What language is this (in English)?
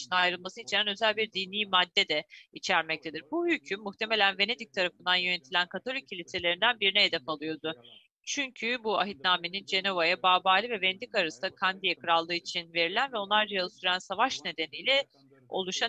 Turkish